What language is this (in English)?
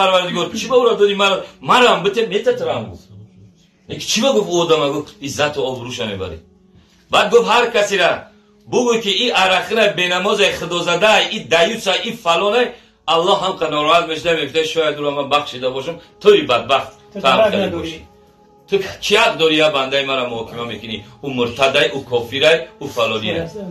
Tajik